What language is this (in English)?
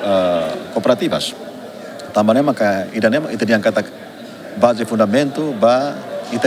Tetum